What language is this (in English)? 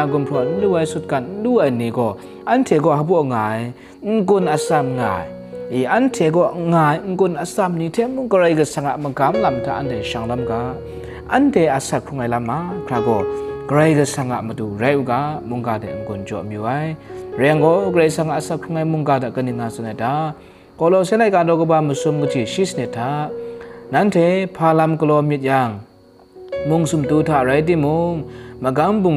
Kachin